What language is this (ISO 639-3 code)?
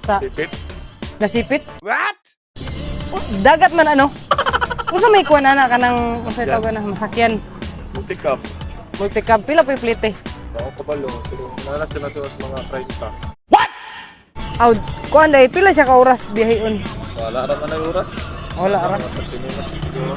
ceb